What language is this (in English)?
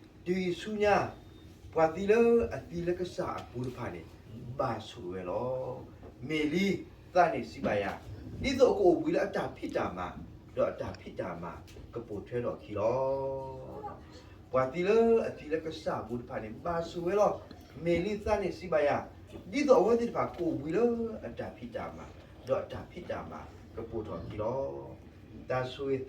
S'gaw Karen